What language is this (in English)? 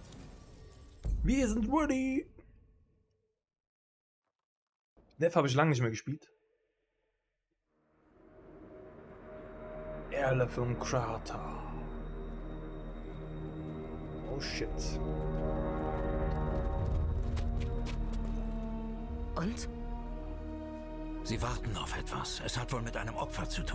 German